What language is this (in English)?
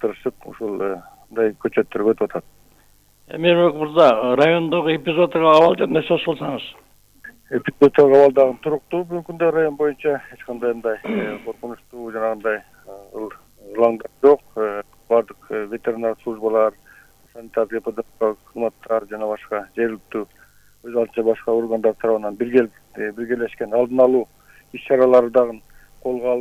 Kyrgyz